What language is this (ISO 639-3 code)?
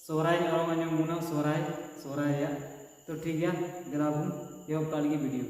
sat